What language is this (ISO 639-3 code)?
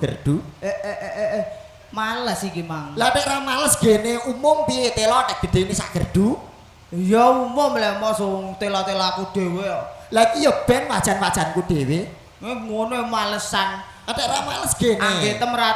jav